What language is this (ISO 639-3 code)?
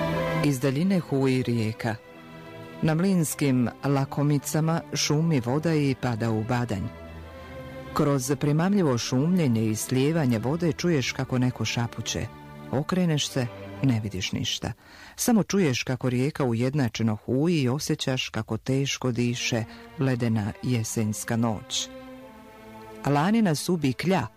bos